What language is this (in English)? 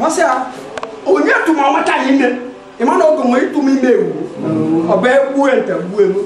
Igbo